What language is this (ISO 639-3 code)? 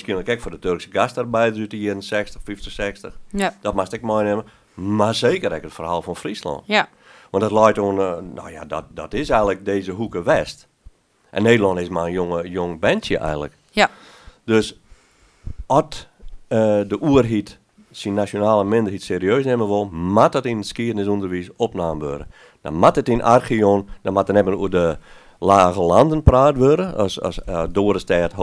fry